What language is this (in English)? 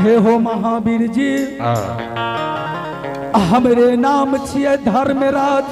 Angika